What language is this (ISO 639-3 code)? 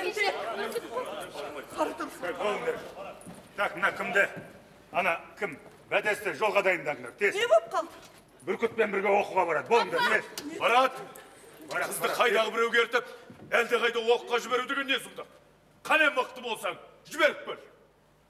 kaz